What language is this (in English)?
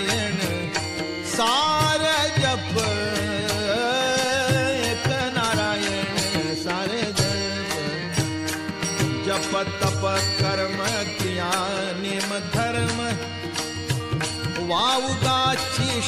Marathi